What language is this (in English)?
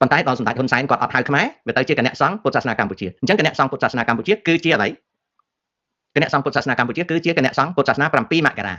Khmer